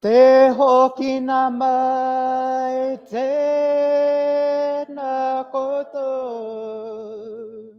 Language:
Māori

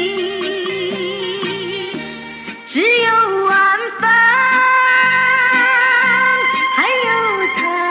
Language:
Chinese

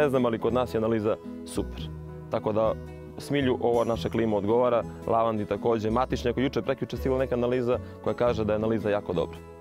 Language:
Serbian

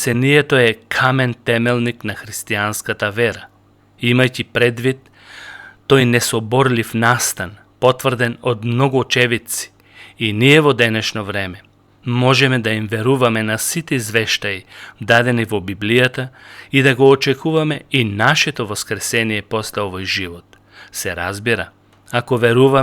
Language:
Macedonian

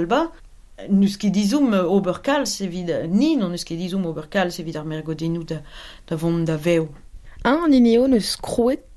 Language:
Breton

